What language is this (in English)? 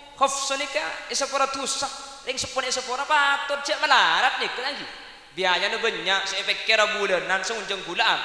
Madurese